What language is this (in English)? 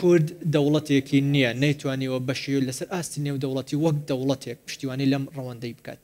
Central Kurdish